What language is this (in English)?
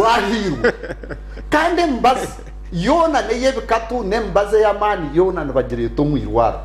Nyankole